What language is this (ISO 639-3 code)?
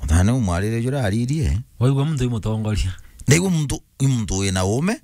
mer